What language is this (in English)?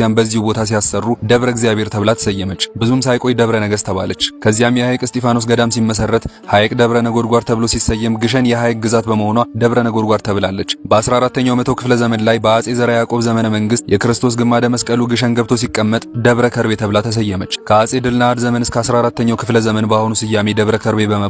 Amharic